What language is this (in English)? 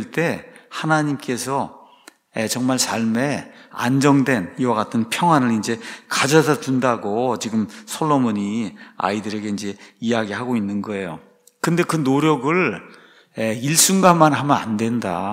Korean